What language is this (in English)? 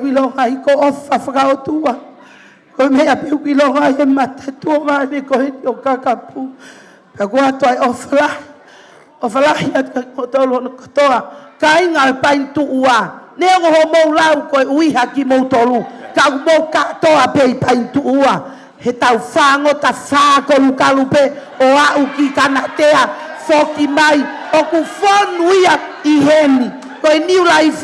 Tongan